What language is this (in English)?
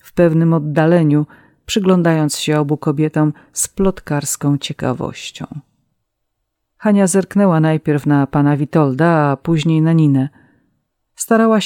Polish